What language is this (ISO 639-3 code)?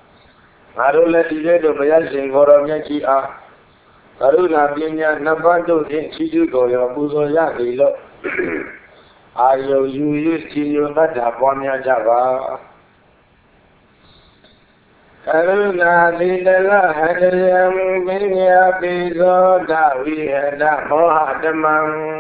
mya